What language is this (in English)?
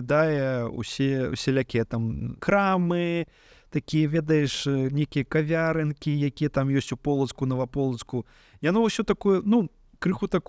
Belarusian